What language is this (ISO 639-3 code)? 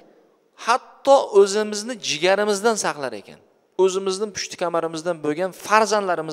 uzb